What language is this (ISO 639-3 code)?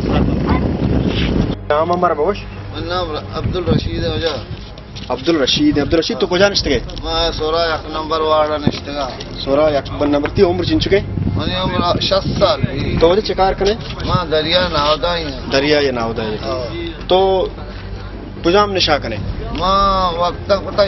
bal